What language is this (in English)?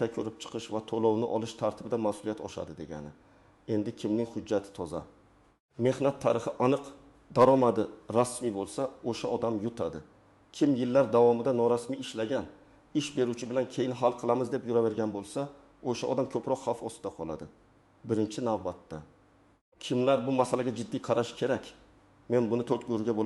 Uzbek